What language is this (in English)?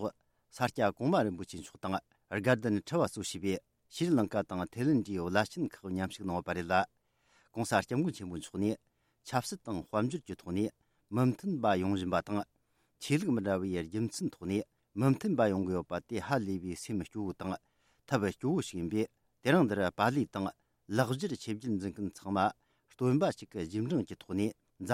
Tibetan